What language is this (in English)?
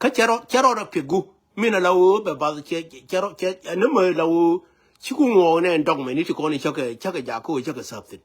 Nuer